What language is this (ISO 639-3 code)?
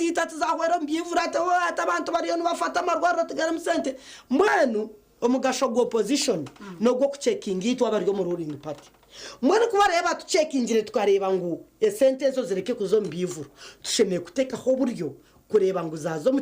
nyn